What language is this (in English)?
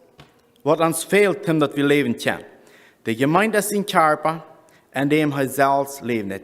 Plautdietsch